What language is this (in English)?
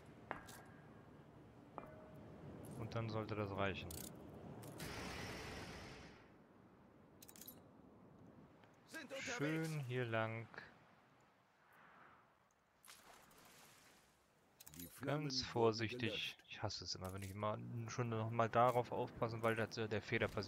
German